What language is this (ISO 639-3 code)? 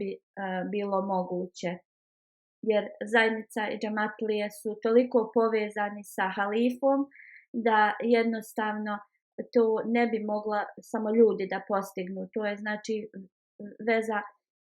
bos